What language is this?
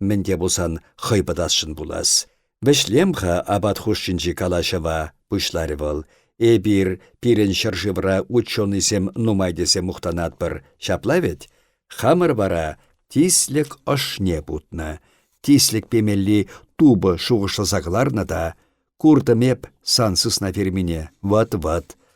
Chuvash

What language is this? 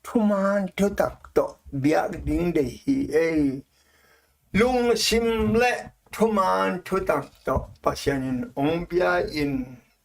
Tedim Chin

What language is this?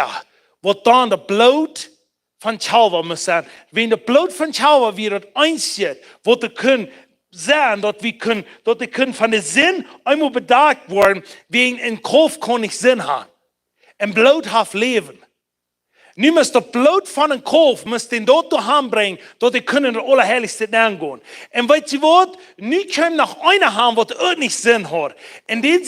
Plautdietsch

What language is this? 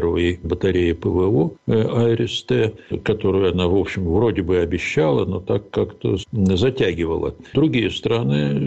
Russian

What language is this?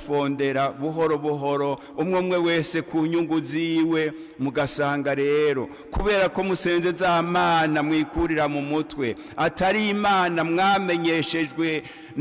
Rundi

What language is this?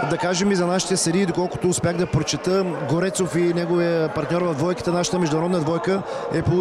Bulgarian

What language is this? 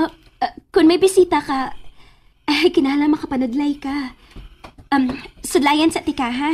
Cebuano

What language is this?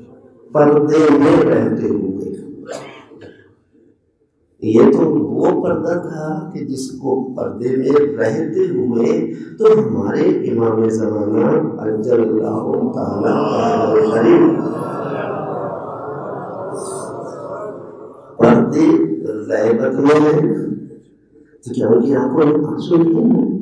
Urdu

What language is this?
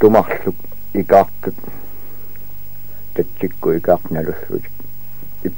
Kalaallisut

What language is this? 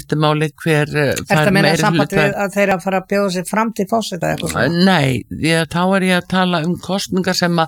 Icelandic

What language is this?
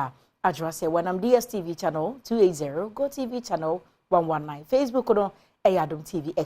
Akan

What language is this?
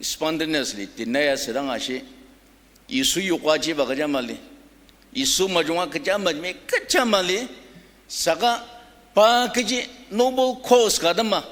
Ao Naga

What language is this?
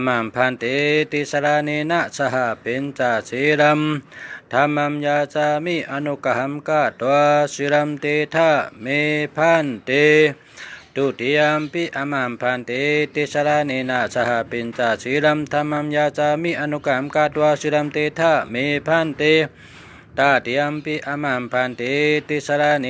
Shan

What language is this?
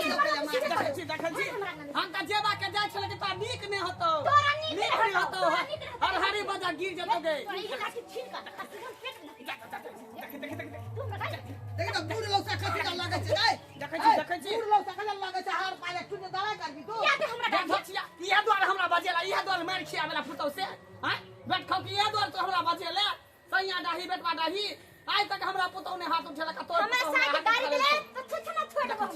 Maithili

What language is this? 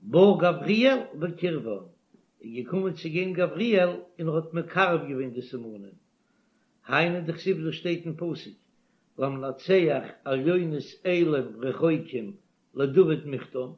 Yiddish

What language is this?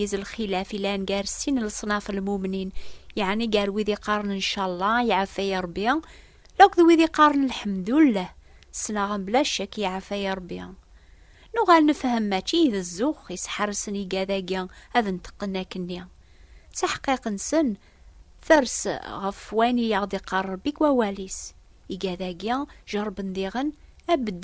Kabyle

